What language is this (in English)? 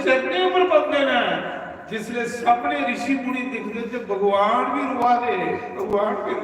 Dogri